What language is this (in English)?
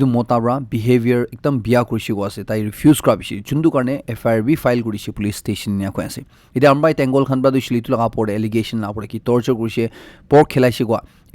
Naga Pidgin